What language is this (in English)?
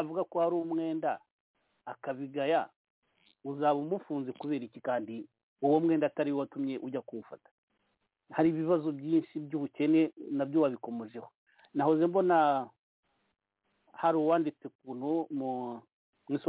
Kinyarwanda